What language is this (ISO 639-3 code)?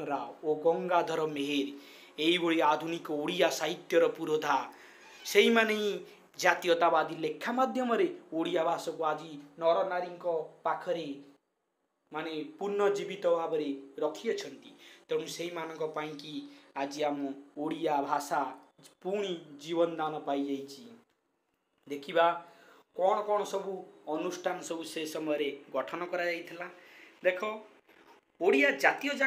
ori